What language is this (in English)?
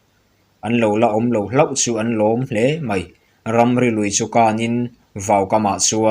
Mizo